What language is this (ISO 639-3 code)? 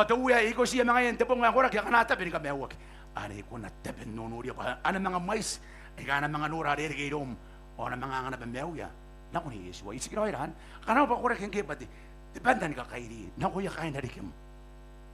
gil